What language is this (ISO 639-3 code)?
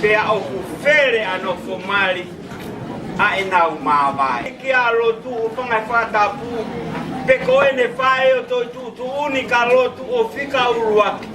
ton